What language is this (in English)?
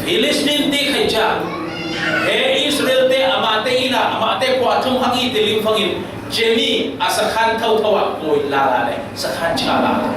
Falam Chin